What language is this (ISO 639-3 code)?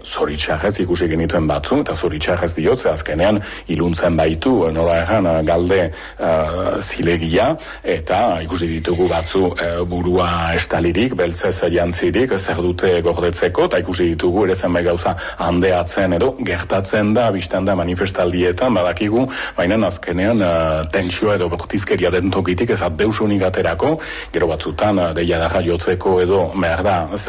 eus